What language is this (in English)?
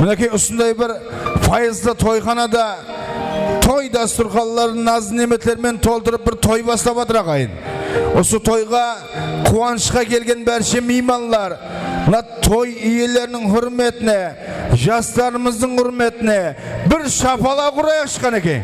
Kara-Kalpak